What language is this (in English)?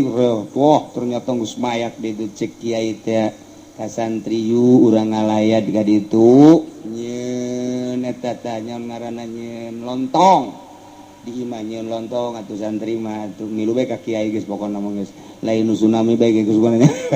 Sundanese